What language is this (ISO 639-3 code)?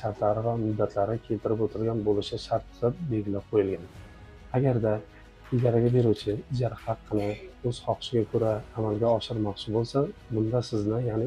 uzb